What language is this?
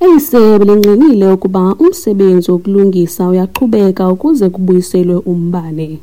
Xhosa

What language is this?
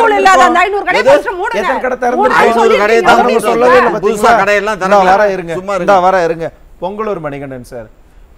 Tamil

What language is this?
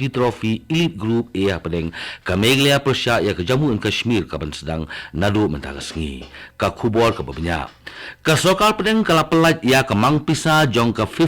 Khasi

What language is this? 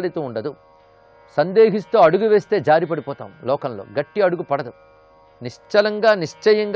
Telugu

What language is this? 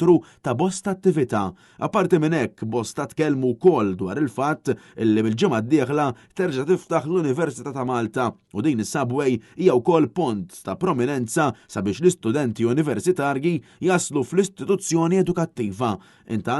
Maltese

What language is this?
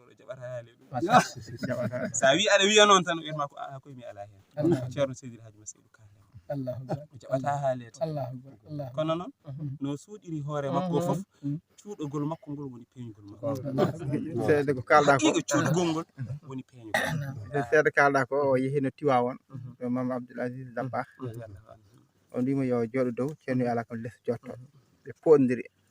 Fula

